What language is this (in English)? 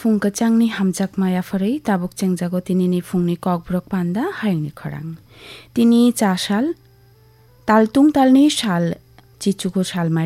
Kok Borok